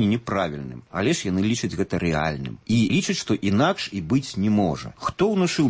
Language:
Belarusian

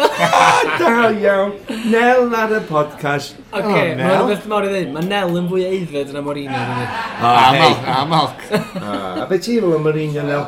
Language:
Welsh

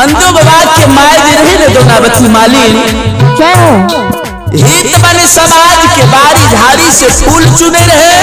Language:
Maithili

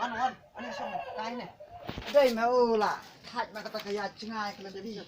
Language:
Khasi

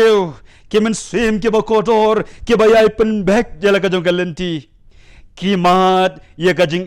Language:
Khasi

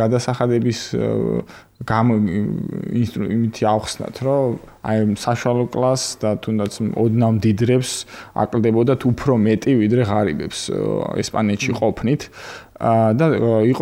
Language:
Georgian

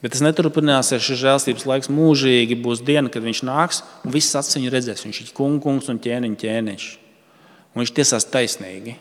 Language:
Latvian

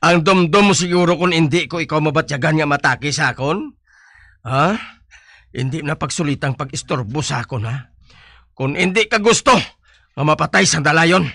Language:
Hiligaynon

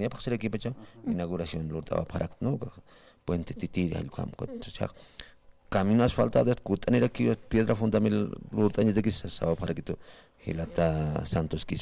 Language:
Aymara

